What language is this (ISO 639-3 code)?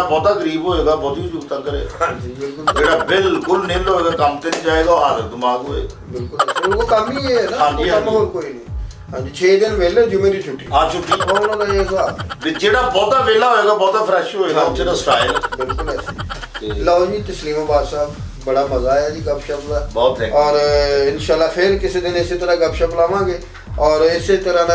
pan